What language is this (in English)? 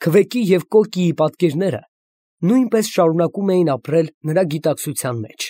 Armenian